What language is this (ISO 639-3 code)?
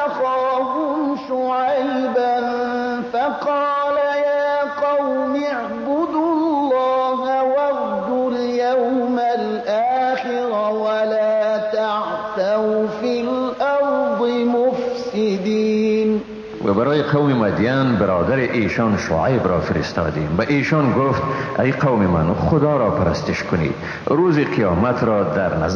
fas